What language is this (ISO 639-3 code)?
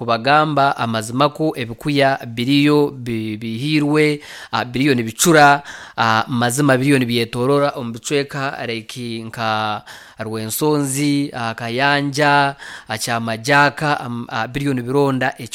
nyo